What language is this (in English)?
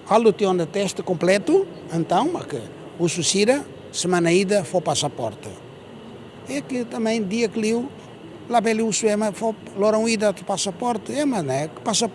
Tetum